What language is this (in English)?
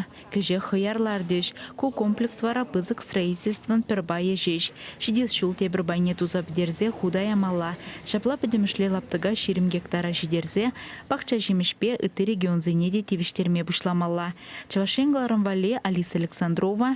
Chuvash